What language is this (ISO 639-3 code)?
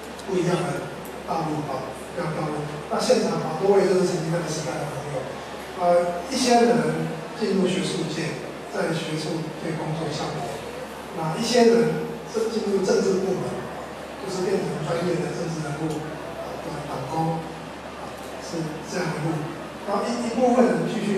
zho